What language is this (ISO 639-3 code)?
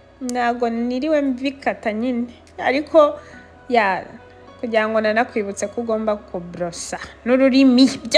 kin